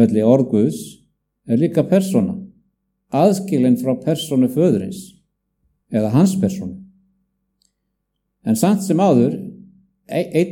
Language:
Icelandic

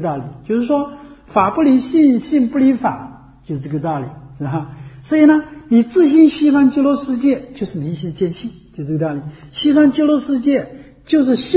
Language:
Chinese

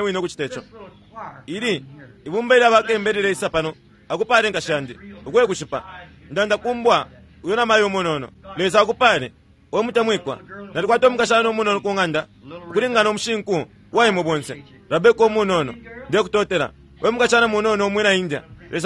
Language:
Bemba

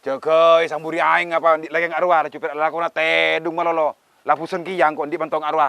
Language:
Madurese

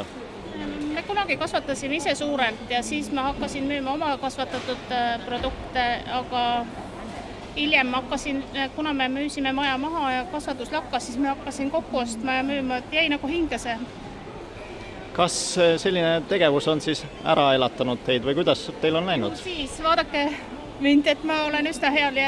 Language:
Estonian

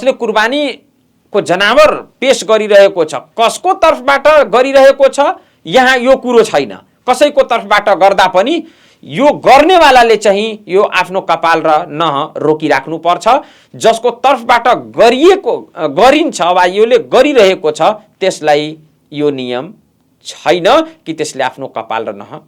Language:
Nepali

